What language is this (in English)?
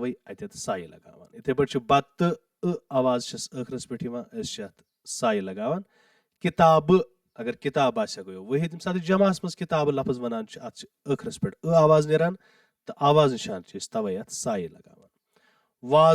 Kashmiri